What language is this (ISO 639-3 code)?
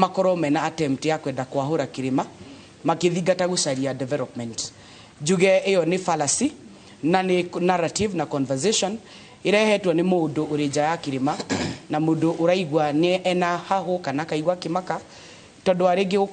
kik